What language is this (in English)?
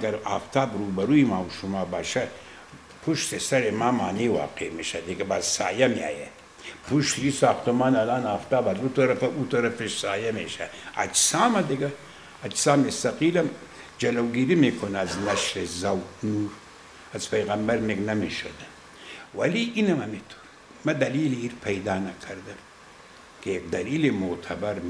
Persian